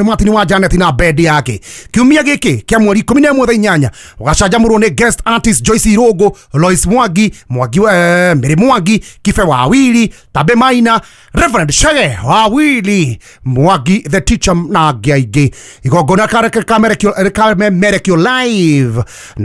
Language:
Kikuyu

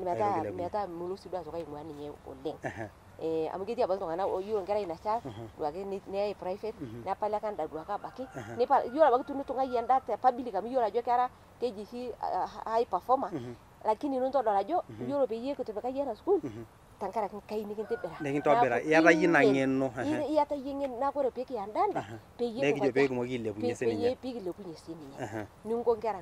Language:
Masai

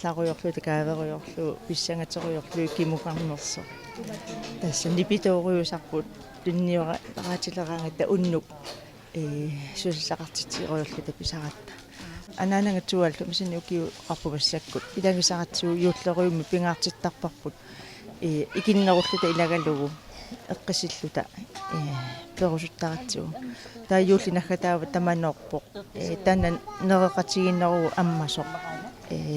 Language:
Kalaallisut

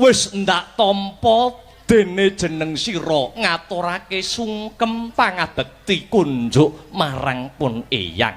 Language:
Javanese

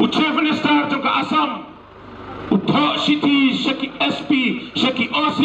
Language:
Khasi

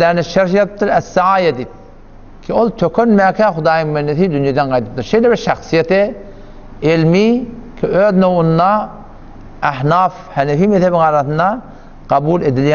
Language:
Turkmen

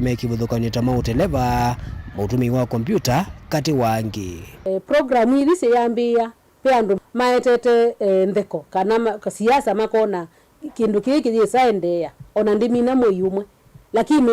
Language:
Kamba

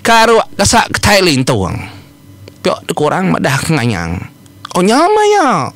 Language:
Iban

